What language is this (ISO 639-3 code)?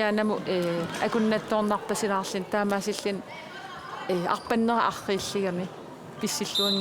kal